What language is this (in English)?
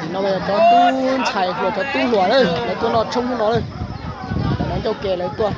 Hmong